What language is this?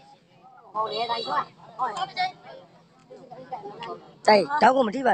Burmese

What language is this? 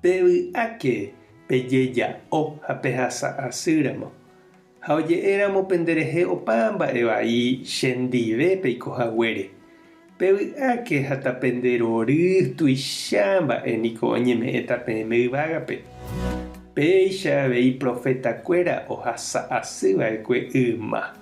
Guarani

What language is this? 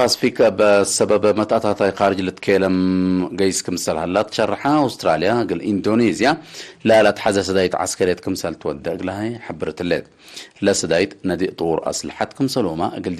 Tigre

